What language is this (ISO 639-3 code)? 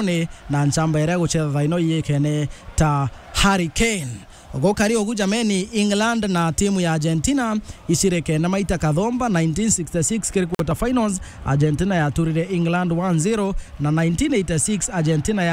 mer